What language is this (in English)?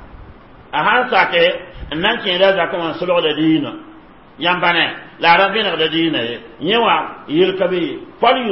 Mossi